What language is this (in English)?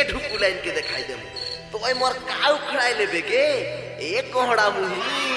Sadri